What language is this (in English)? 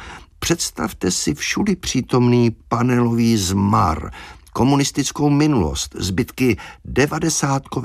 Czech